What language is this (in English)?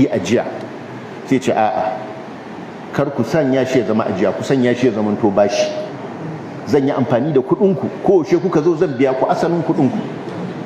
Hausa